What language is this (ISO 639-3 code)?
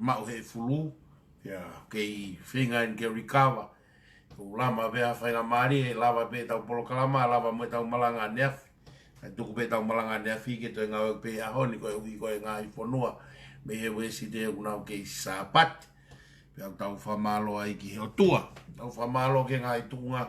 ton